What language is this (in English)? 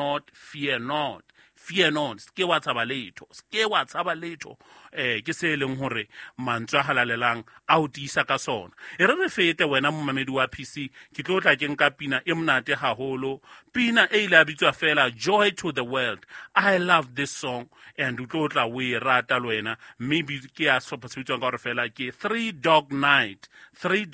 Southern Sotho